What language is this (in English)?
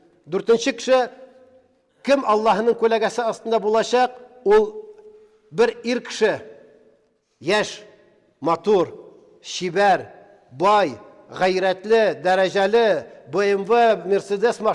Tatar